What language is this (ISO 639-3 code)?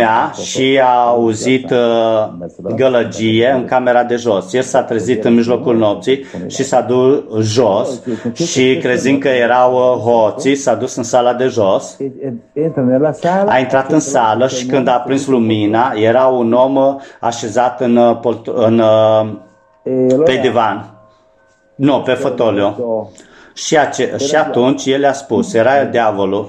ron